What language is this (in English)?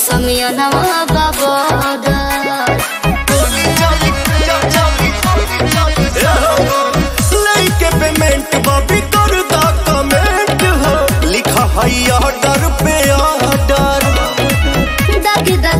Bhojpuri